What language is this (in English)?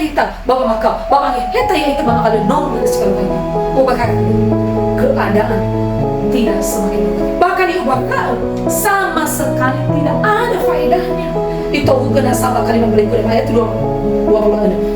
Nias